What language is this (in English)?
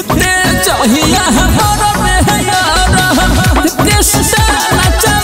Bhojpuri